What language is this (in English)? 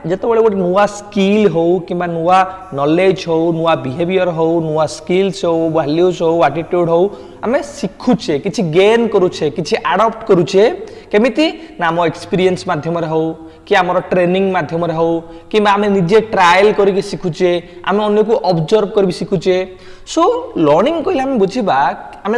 Odia